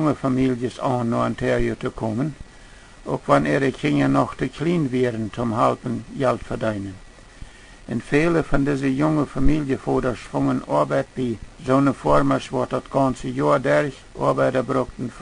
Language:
Plautdietsch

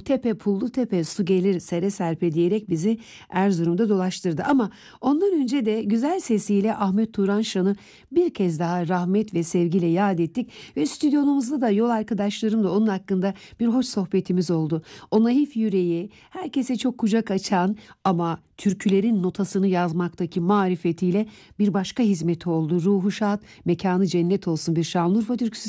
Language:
Turkish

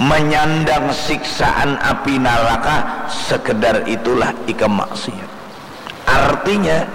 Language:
Banjar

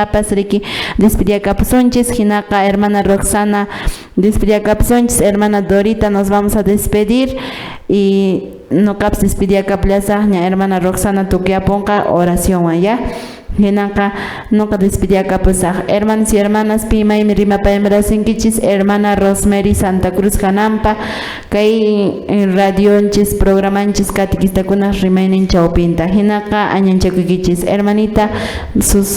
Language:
Quechua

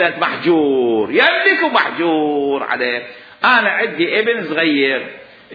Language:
Mesopotamian Arabic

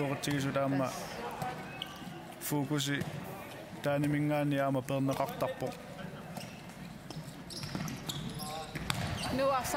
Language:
Kalaallisut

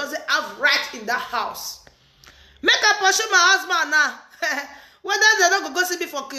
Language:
Nigerian Pidgin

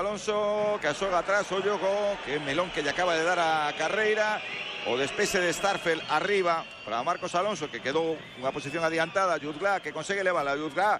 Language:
Galician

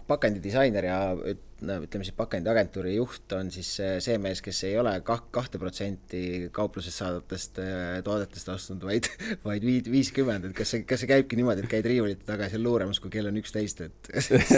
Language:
Estonian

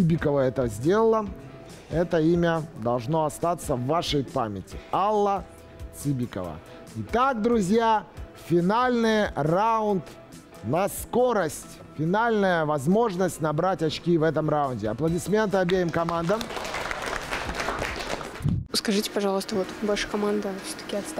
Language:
Russian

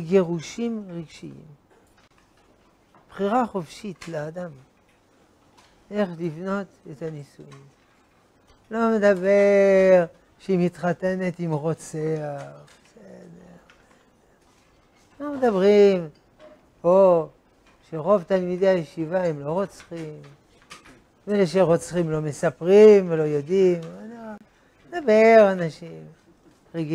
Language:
Hebrew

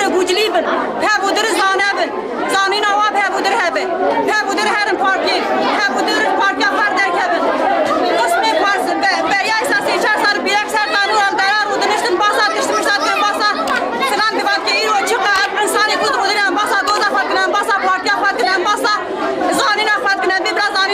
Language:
Kurdish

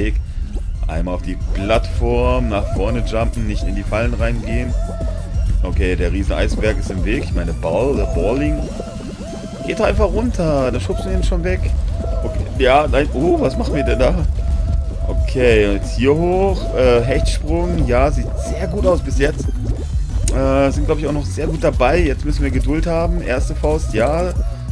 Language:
German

